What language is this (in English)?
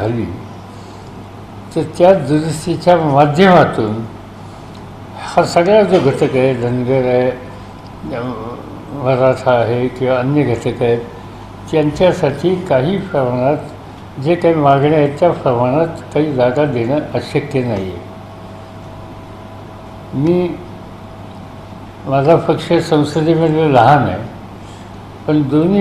Marathi